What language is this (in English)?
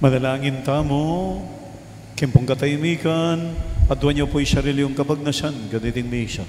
Pampanga